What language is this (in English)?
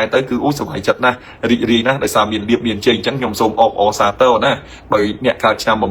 Khmer